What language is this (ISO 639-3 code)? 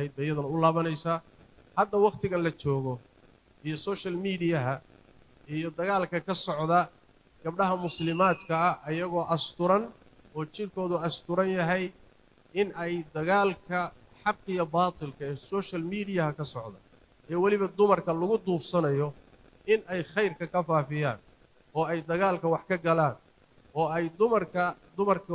som